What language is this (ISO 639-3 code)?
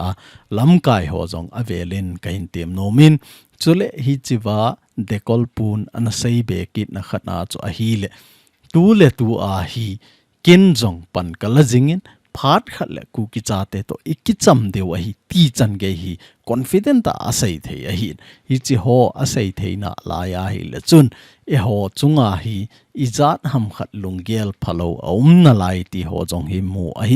tcz